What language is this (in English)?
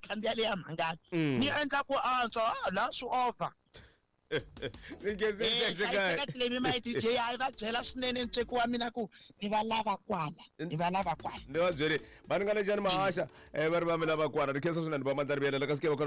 Tsonga